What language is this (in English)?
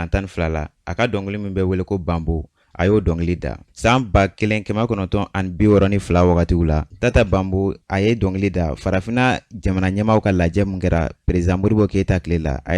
Bambara